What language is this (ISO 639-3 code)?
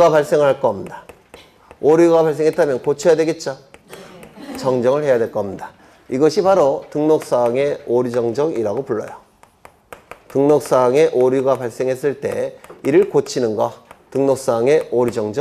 kor